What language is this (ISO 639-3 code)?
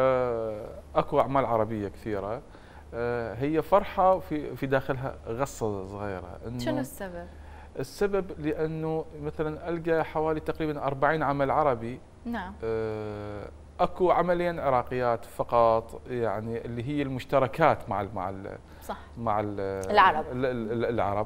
acm